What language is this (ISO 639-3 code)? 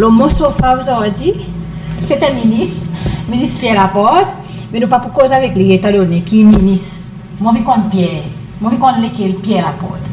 crs